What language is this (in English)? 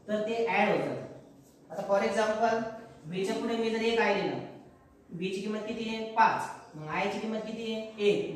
Marathi